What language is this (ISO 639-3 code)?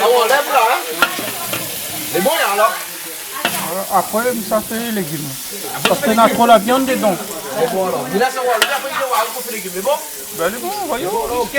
rcf